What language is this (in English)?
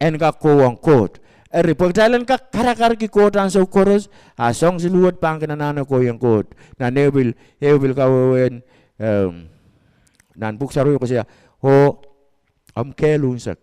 Pohnpeian